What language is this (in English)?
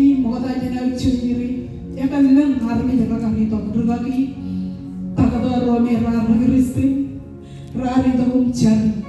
Marshallese